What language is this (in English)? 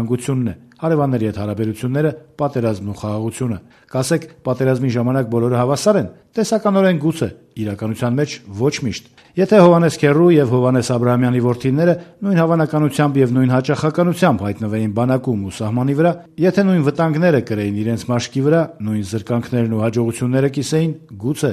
Armenian